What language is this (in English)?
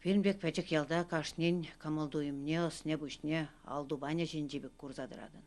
Chuvash